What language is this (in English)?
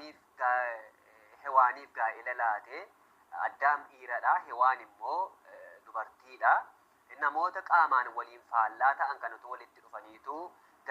Oromo